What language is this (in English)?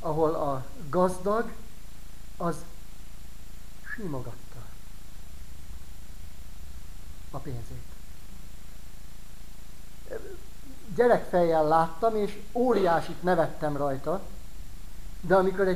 Hungarian